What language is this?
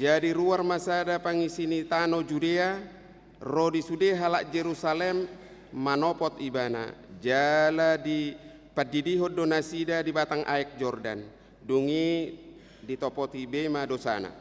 Batak Toba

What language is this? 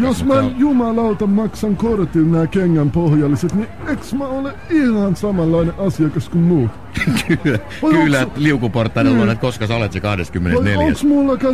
Finnish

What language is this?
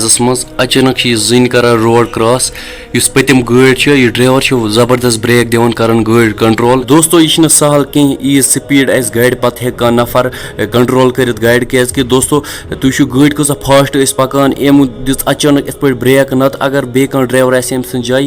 Kashmiri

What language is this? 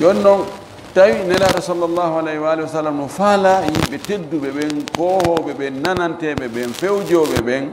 Fula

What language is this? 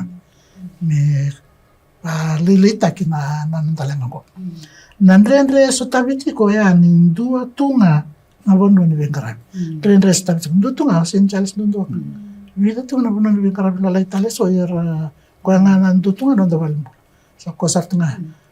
Fijian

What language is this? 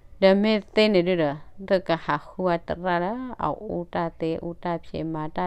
S'gaw Karen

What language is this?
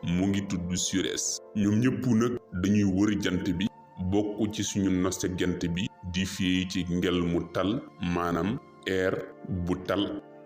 Wolof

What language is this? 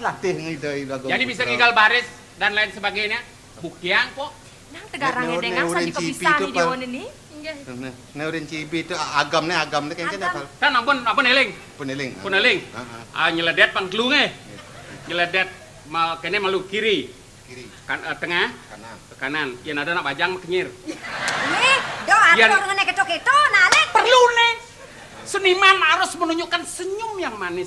Balinese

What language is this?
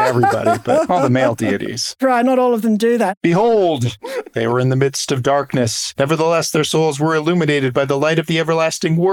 English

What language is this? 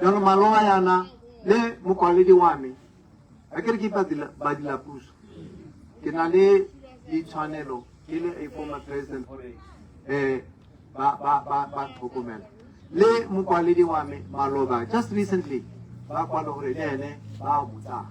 Tswana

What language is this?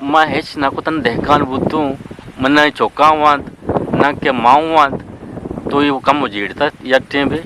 Eastern Balochi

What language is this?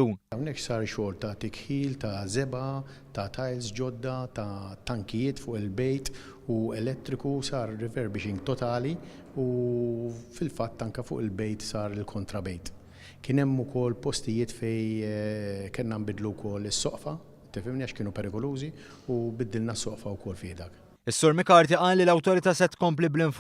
Maltese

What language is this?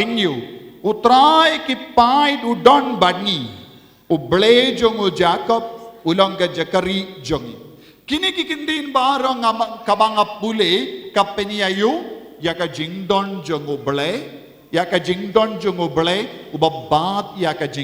Khasi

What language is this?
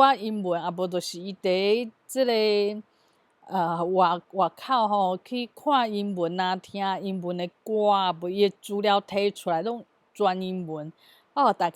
Min Nan Chinese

